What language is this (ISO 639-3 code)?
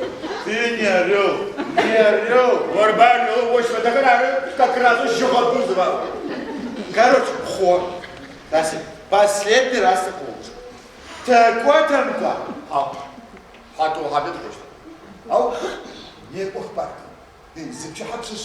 ady